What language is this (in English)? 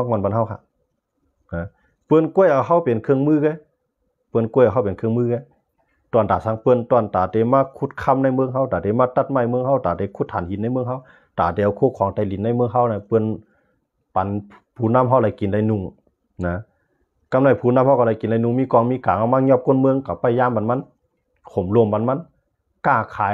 Shan